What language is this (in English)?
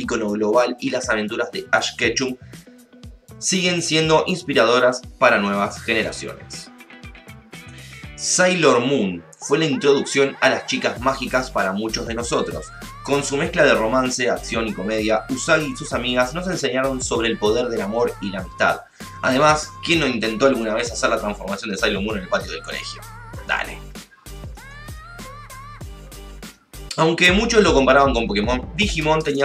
Spanish